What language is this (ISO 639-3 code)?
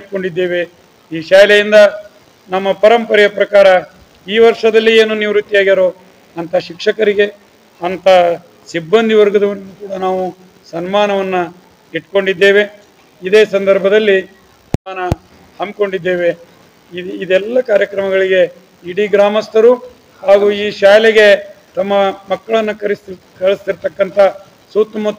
kan